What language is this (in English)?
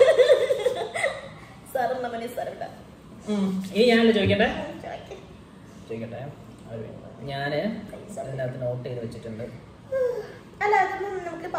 Malayalam